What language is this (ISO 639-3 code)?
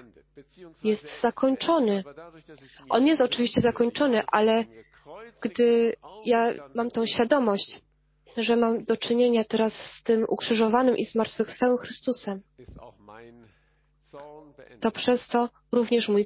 pol